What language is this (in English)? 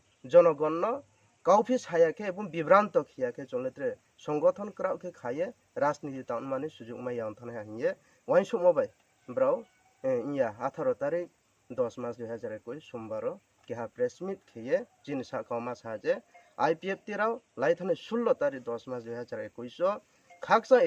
Riang (India)